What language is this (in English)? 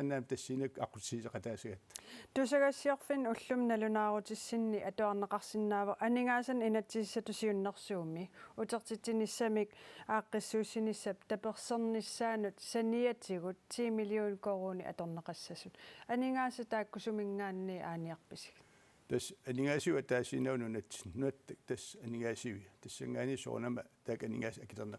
Kalaallisut